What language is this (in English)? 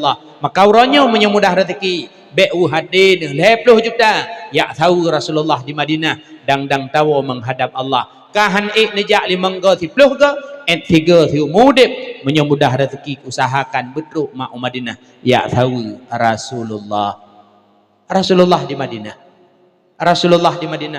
Achinese